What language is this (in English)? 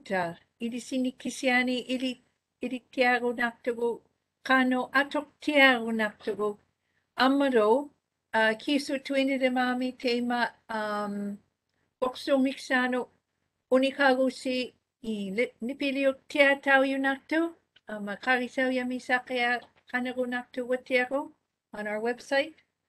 Māori